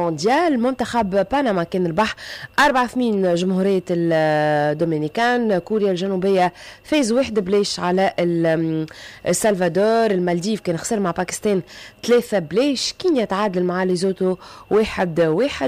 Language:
Tunisian Arabic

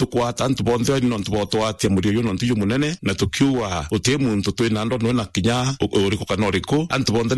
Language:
Meru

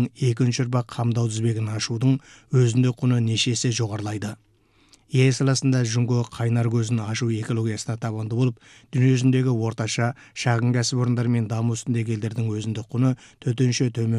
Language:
Kazakh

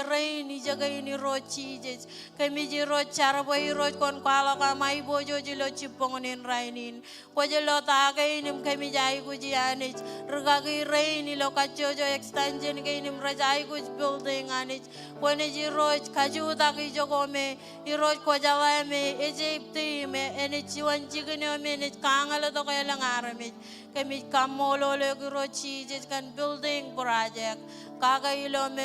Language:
Marshallese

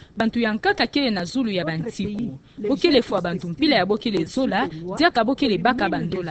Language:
Kituba (Democratic Republic of Congo)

